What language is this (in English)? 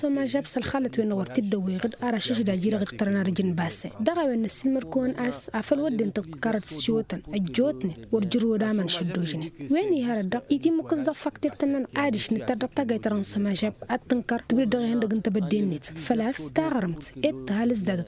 Tamasheq